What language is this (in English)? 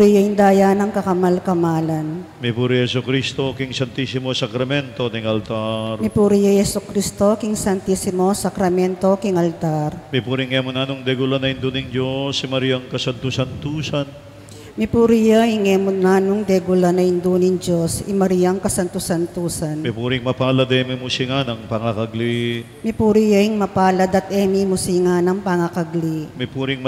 Pampanga